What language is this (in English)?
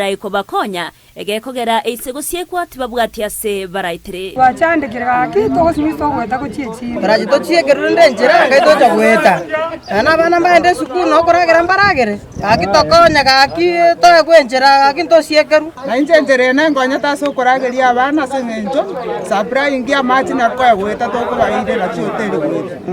Gusii